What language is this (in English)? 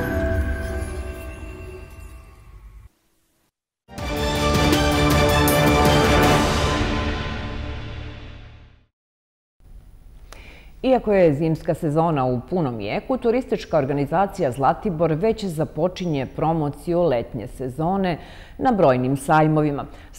Serbian